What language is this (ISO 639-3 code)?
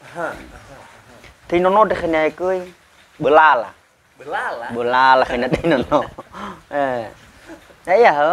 nia